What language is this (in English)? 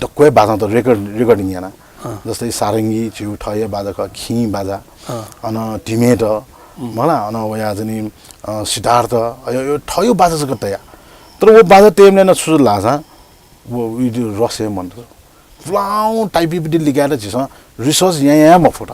Newari